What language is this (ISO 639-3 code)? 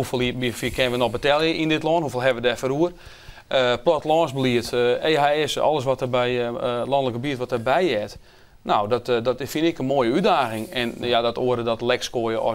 fry